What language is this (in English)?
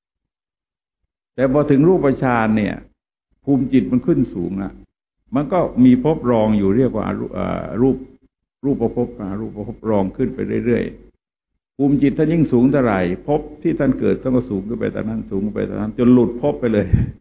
Thai